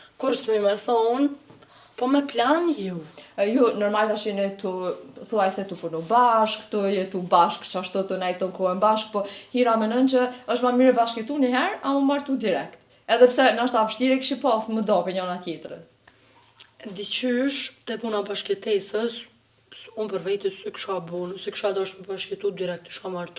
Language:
Albanian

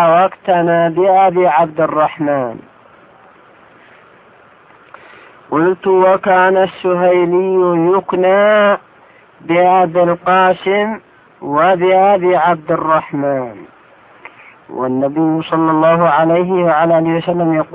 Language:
Arabic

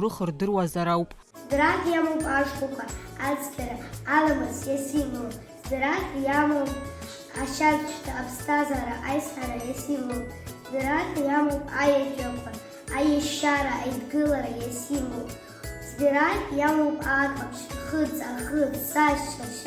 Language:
Abkhazian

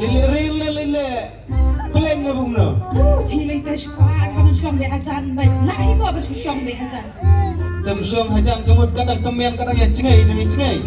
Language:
Khasi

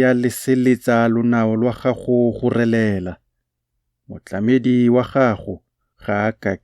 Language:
Tswana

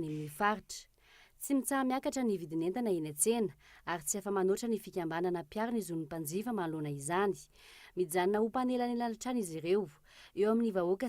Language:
Malagasy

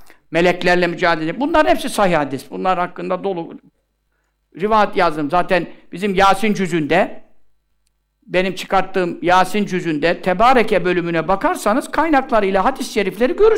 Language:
Turkish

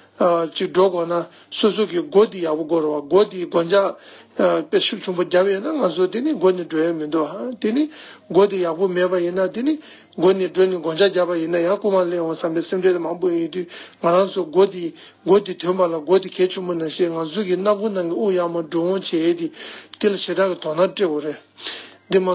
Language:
Tibetan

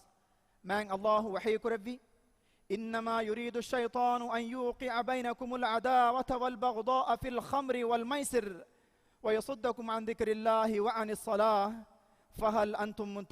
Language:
Divehi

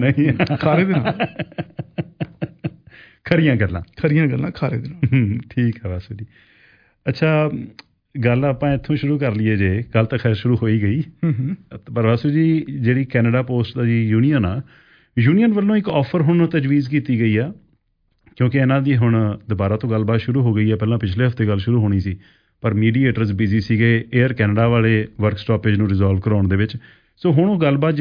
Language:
Punjabi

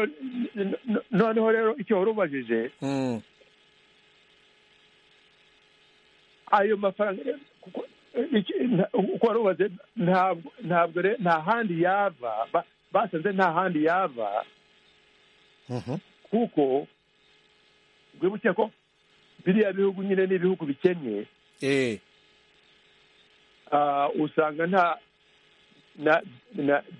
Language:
Kinyarwanda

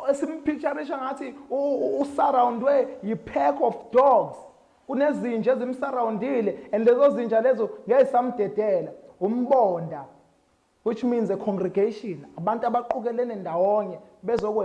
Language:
Zulu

